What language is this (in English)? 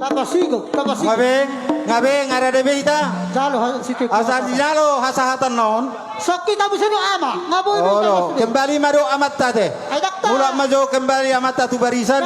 Batak Toba